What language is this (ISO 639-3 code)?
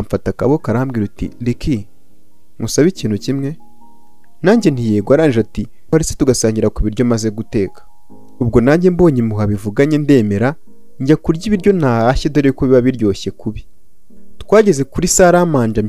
kin